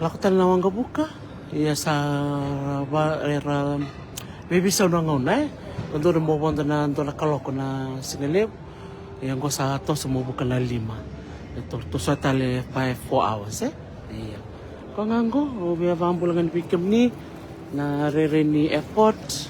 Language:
Fijian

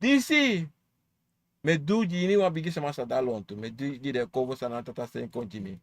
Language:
Sranan Tongo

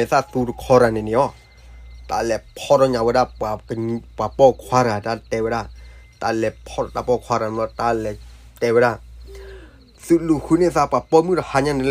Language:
S'gaw Karen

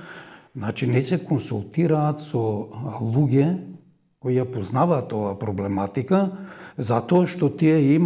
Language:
Macedonian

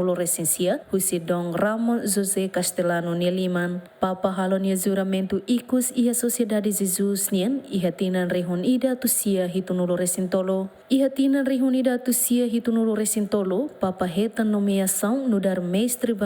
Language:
Tetum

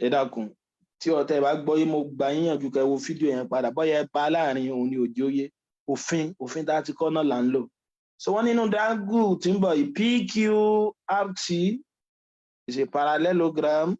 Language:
Yoruba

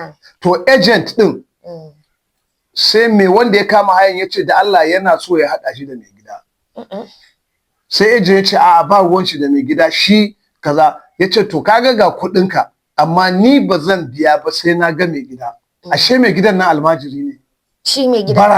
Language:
Hausa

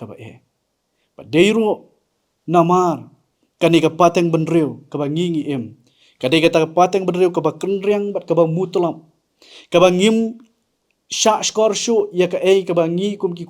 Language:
Khasi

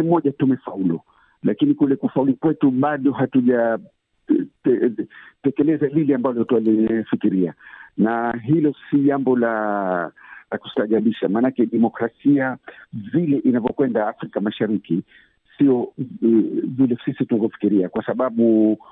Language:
Swahili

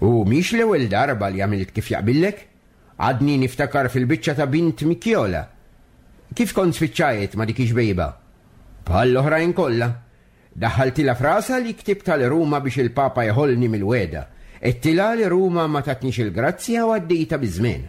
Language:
Maltese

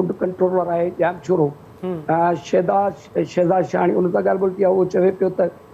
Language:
Sindhi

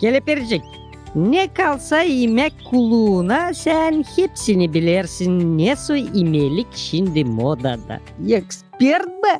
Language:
Gagauz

